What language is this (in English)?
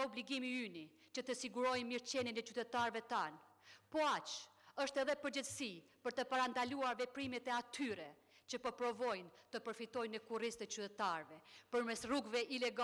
Albanian